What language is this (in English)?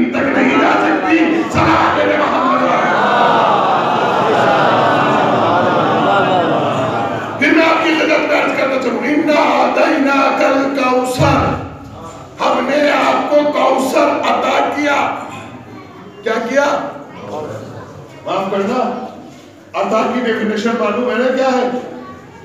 Urdu